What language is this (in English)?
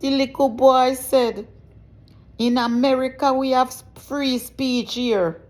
Jamaican Creole English